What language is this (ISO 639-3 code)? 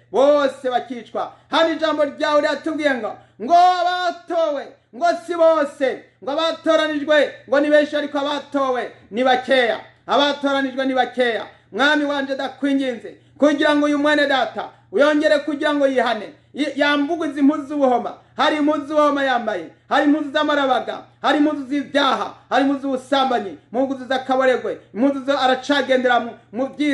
run